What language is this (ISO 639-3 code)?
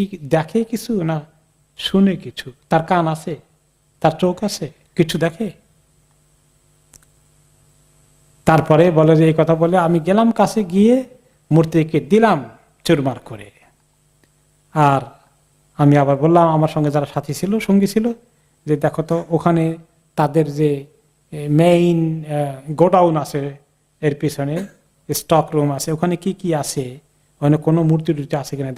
ben